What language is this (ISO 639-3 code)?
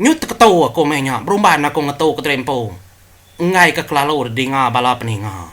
iba